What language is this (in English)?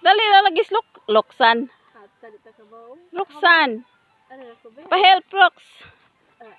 Cebuano